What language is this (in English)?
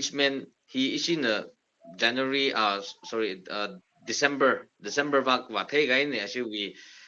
Tangkhul Naga (India)